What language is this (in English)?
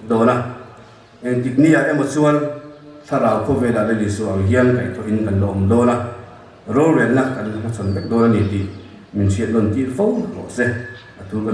Mizo